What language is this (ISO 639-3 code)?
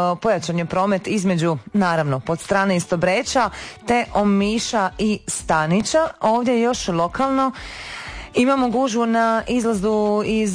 hrv